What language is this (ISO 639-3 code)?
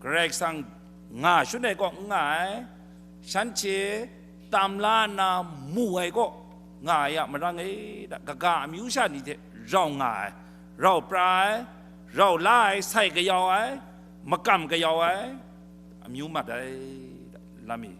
kac